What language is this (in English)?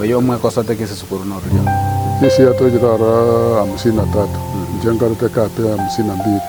Gusii